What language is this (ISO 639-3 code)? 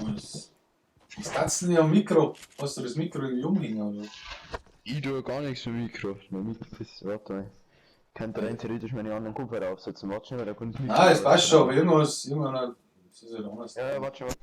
bar